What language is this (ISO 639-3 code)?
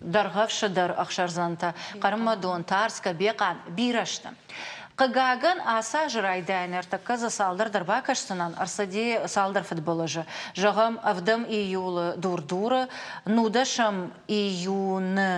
oss